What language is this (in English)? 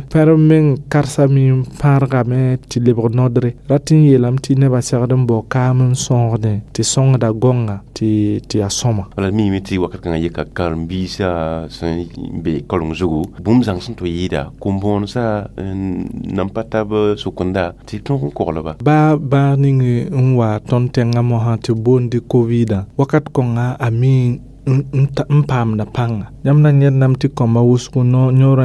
Mossi